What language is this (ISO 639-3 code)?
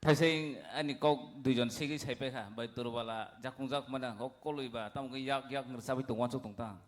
trp